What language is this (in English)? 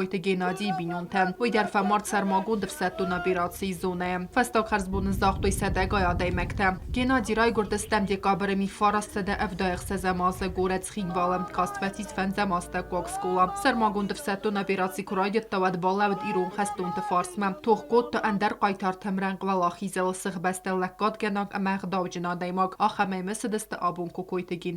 Ossetic